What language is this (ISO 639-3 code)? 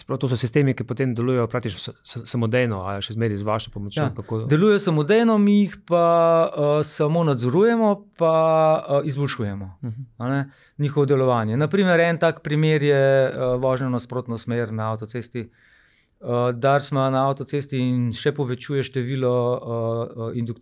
slv